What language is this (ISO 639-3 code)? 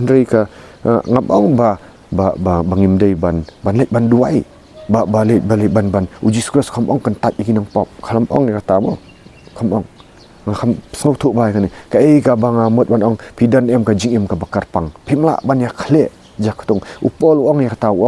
kha